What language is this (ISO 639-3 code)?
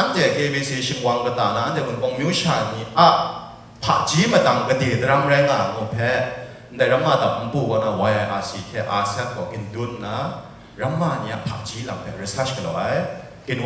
kac